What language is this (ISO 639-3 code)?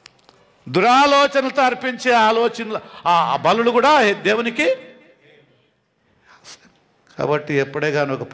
tel